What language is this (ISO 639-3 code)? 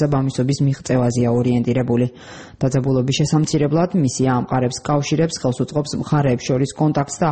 kat